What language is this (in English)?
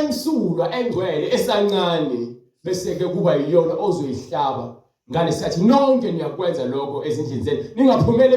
Zulu